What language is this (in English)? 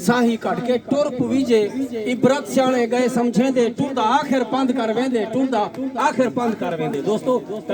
Saraiki